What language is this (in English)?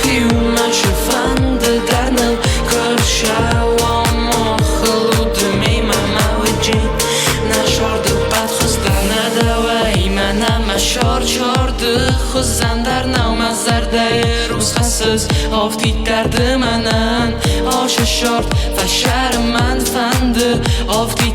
Ossetic